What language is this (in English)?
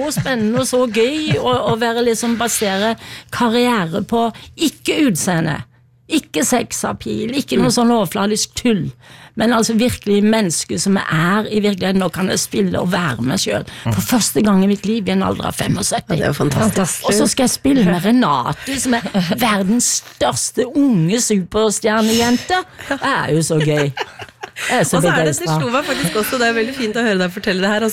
Norwegian